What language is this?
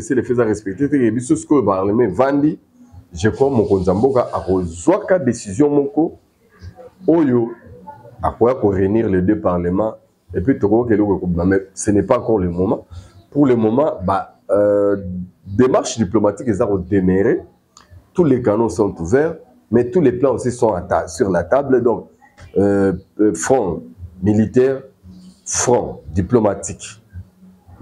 Lingala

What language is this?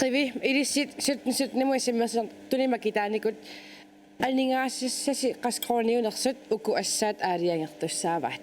Kalaallisut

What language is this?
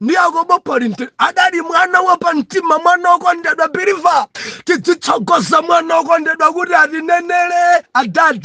Nyanja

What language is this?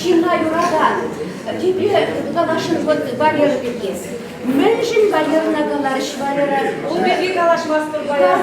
Chuvash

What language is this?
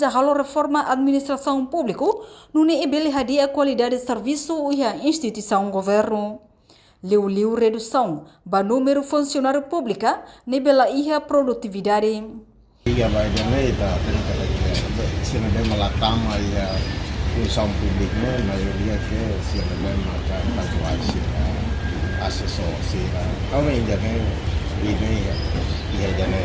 Tetum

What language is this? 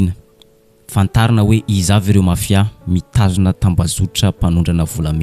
Malagasy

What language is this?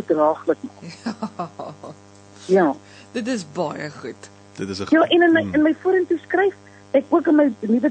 Afrikaans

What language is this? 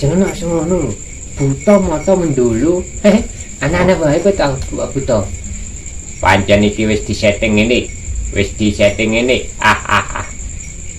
Javanese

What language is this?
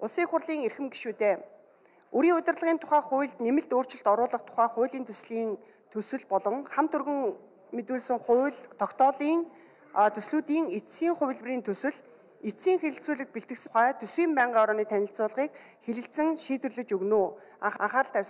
Mongolian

